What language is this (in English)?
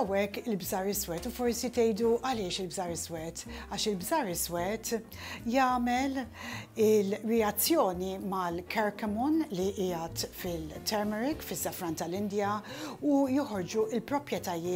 Maltese